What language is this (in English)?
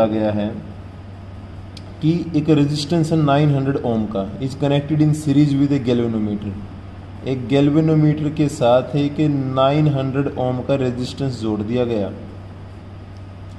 Hindi